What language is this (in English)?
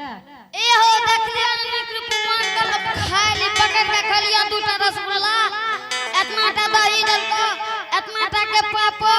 Angika